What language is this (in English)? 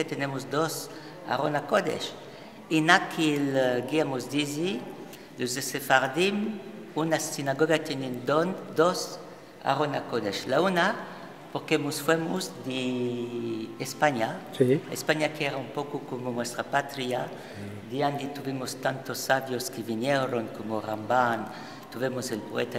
Ladino